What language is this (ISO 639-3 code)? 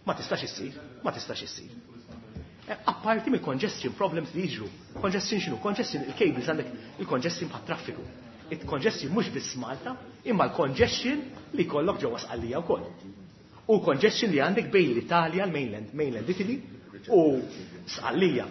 mlt